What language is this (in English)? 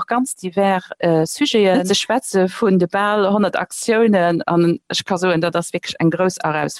Luxembourgish